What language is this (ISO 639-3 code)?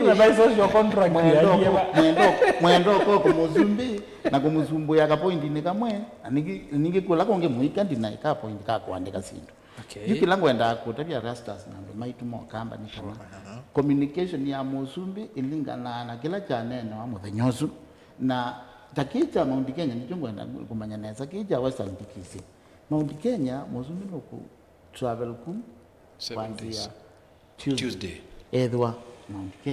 kam